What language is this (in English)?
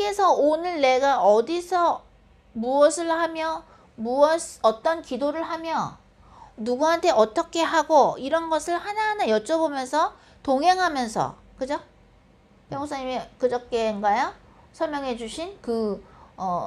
Korean